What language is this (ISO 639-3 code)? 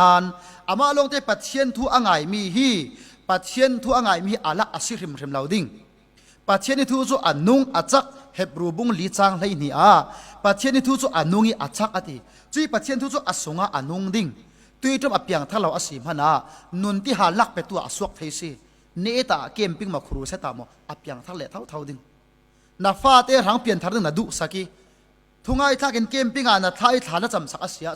cfm